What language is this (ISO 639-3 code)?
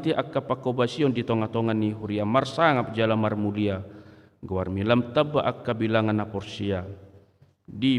bbc